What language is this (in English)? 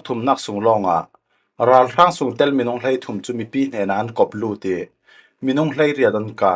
Falam Chin